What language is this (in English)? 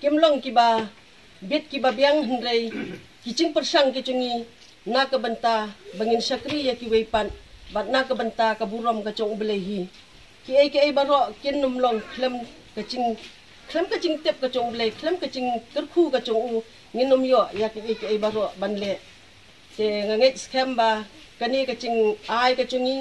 Khasi